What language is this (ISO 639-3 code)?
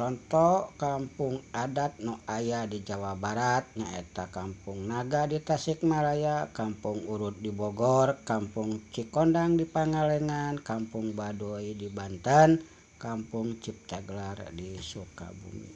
sun